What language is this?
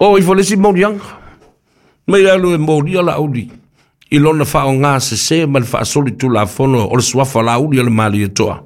Samoan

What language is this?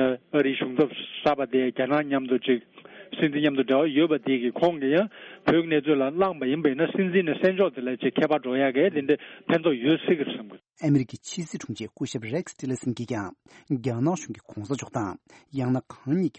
Tibetan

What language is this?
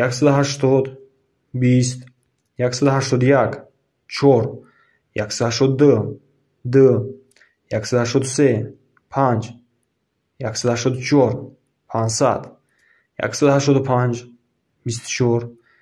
Tajik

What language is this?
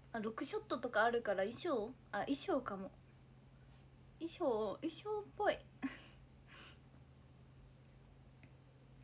Japanese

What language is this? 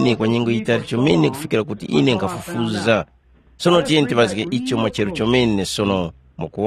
Tumbuka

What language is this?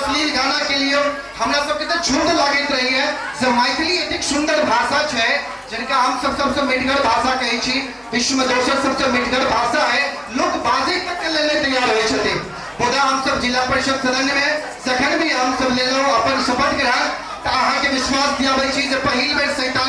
Maithili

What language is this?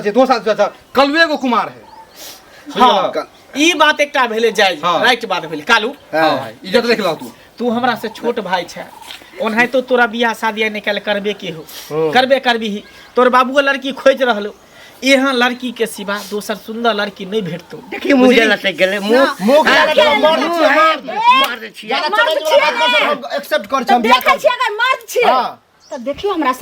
Maithili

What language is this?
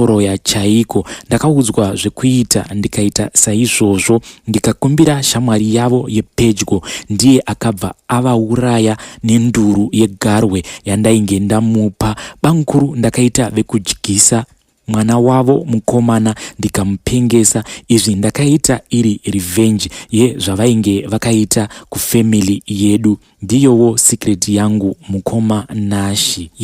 Shona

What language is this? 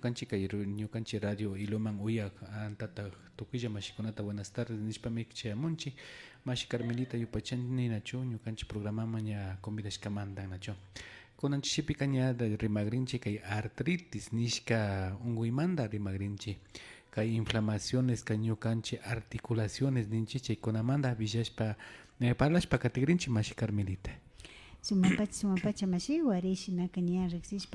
Imbabura Highland Quichua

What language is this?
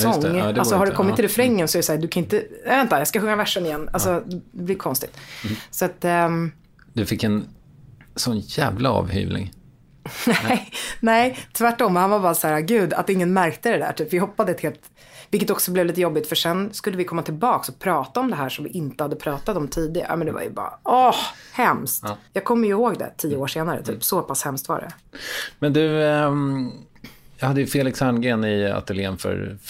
Swedish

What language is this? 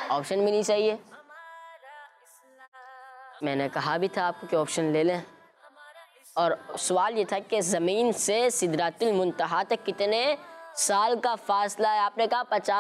Hindi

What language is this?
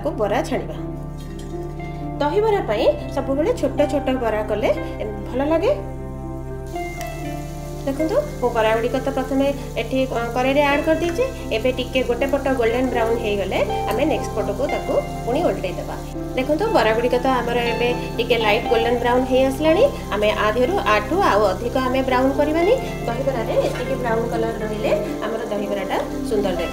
Odia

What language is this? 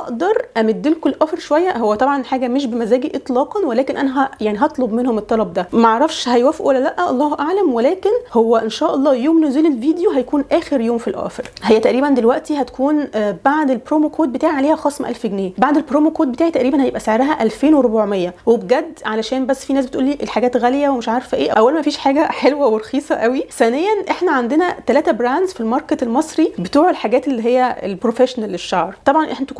Egyptian Arabic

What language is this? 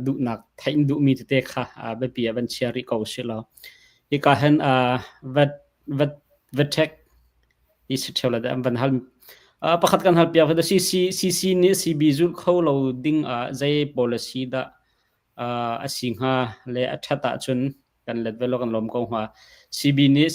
Hakha Chin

